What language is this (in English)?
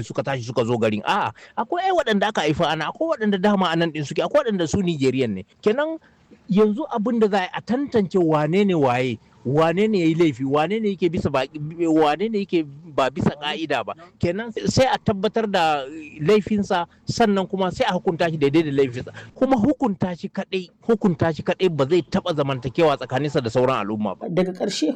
Hausa